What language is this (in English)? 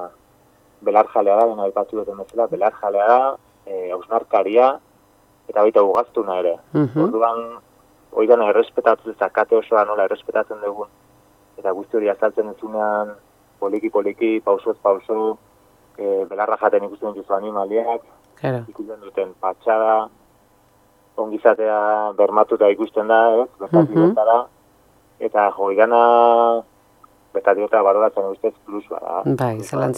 Basque